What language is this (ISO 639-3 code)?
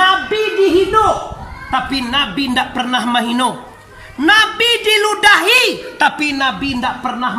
min